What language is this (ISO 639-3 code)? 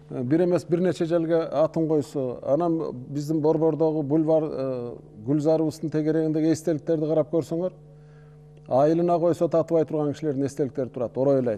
kir